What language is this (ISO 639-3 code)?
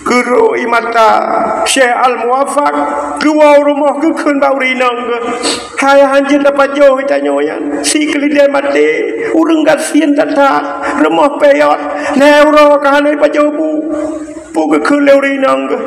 ace